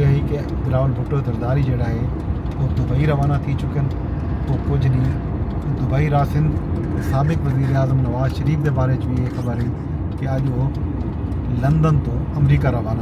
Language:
Saraiki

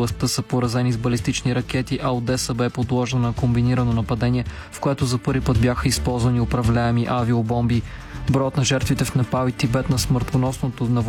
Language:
Bulgarian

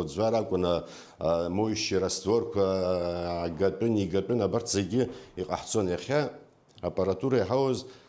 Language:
Abkhazian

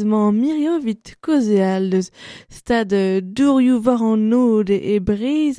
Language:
Breton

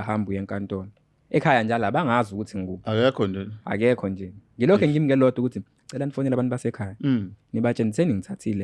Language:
Zulu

